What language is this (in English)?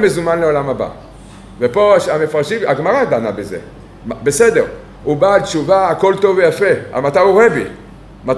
Hebrew